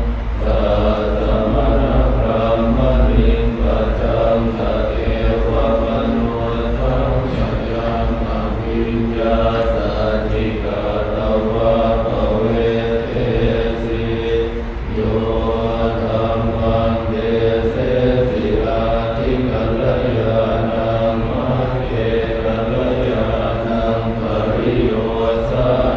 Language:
Pali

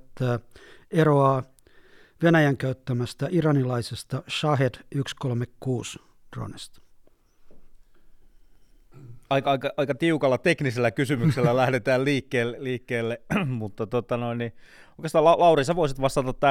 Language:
Finnish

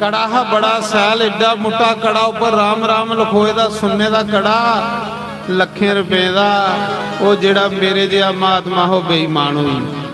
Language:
Dogri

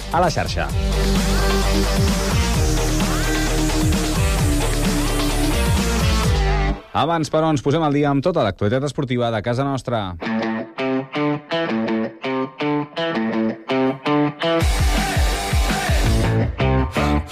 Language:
Catalan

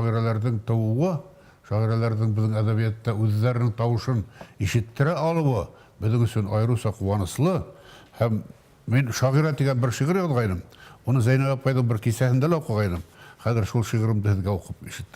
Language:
Bashkir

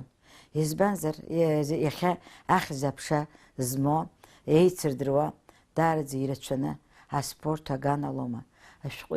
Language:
Abkhazian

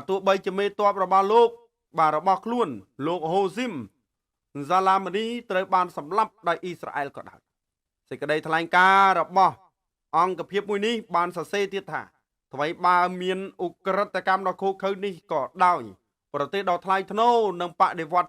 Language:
Khmer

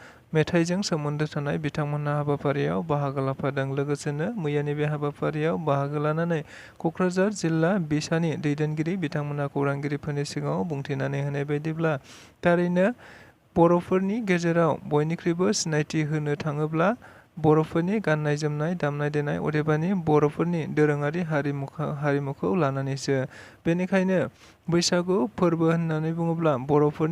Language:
Bodo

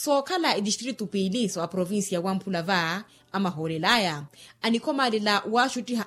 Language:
Makhuwa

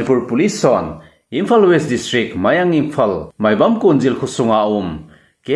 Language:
Thado Chin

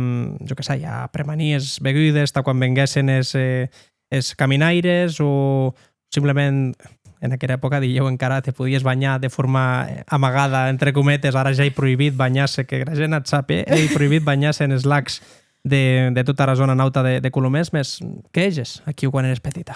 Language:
Occitan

